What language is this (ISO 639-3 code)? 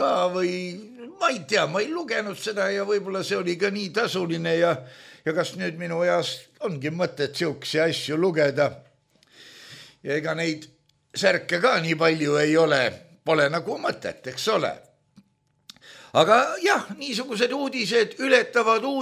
est